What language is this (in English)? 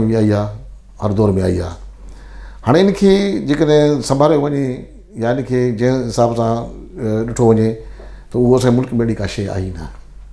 Sindhi